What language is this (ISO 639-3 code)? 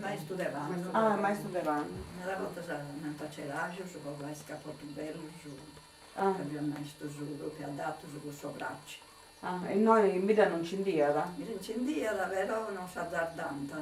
srd